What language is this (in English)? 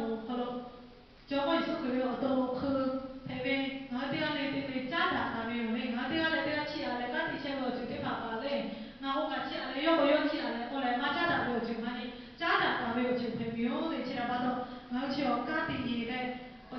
Lahu